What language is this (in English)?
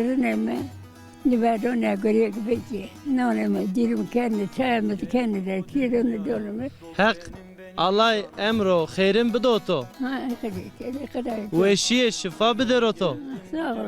Zaza